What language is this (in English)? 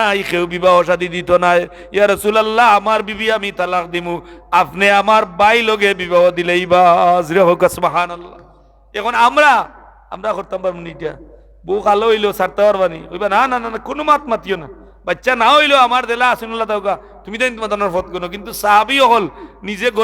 Sylheti